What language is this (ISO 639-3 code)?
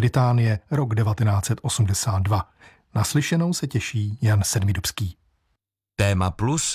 ces